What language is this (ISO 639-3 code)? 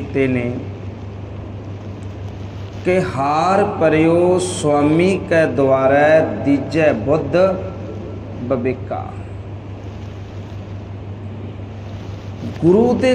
pan